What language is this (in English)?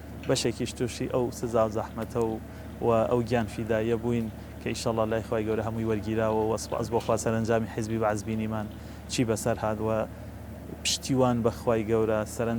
Central Kurdish